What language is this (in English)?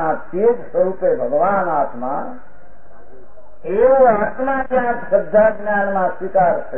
Gujarati